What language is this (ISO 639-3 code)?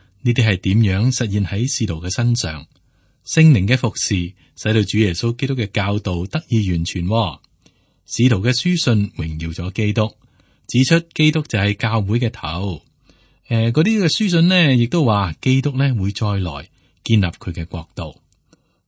yue